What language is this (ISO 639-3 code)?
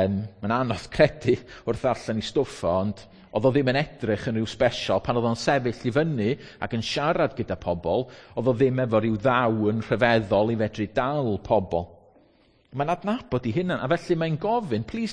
cym